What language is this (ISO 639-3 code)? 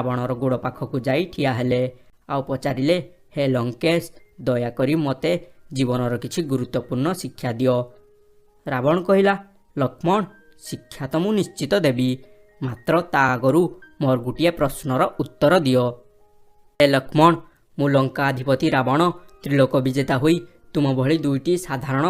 ori